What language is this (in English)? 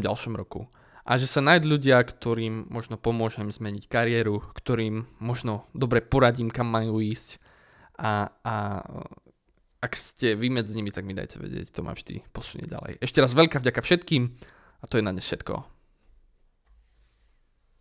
Slovak